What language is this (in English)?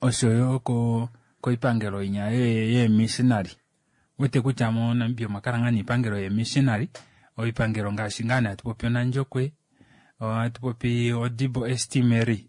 Kuanyama